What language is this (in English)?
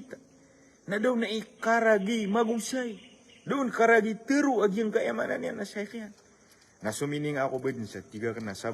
Maranao